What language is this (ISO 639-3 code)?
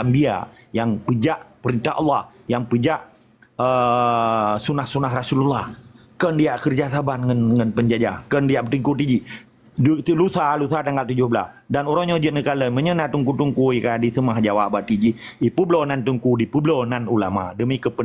ace